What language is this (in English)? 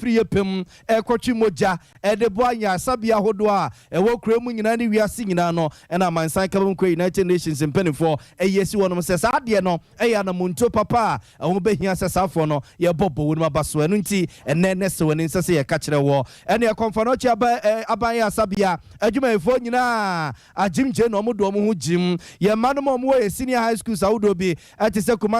Akan